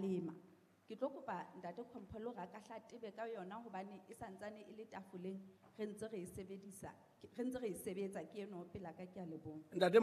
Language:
Southern Sotho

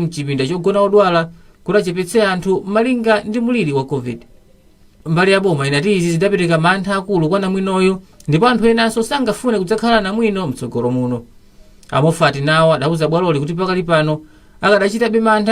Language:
Nyanja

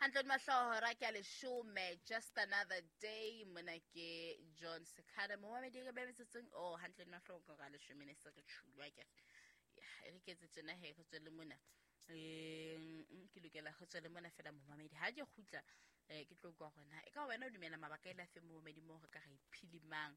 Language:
Southern Sotho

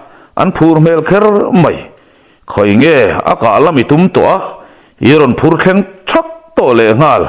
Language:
Mizo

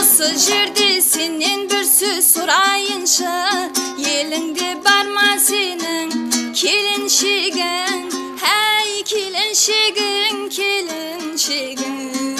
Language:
Kara-Kalpak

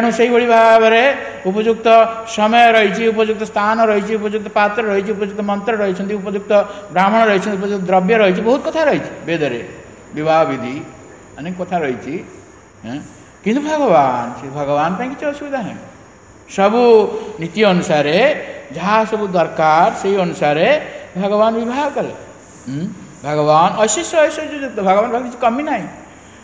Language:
Odia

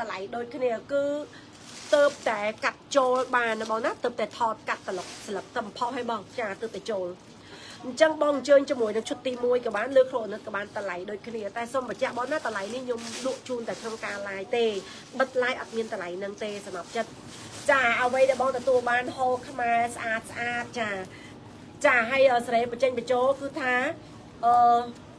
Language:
Khmer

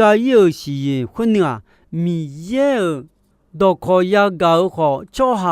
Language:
Akha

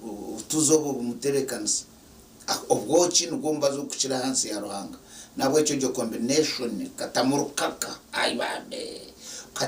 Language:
Nyankole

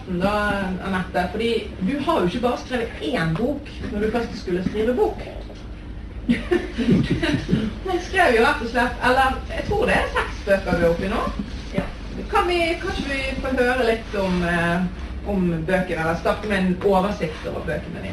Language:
Norwegian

